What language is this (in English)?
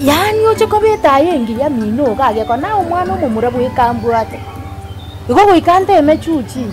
Gusii